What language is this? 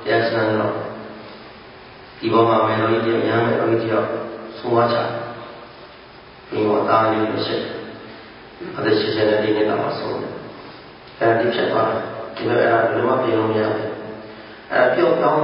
Burmese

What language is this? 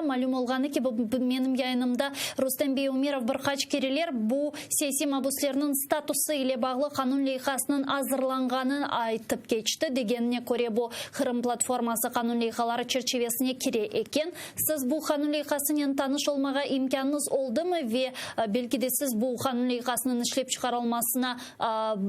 Crimean Tatar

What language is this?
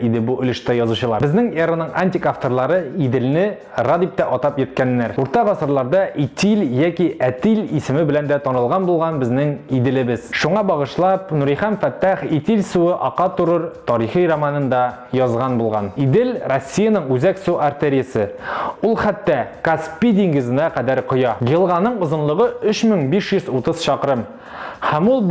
Tatar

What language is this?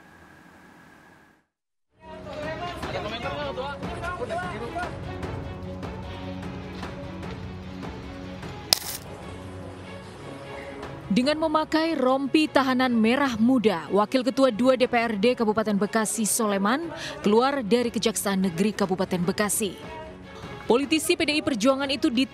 Indonesian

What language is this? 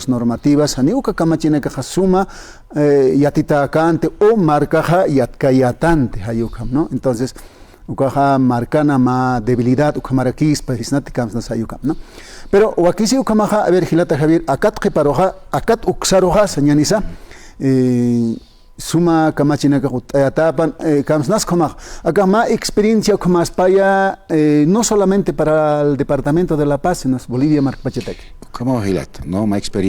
Aymara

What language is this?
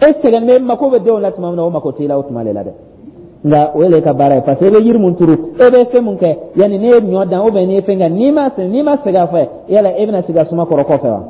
Dyula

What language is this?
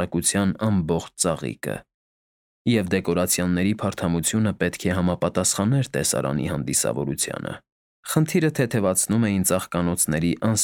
Armenian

